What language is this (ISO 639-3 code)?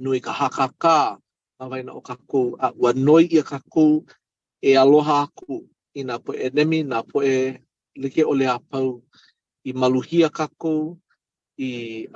haw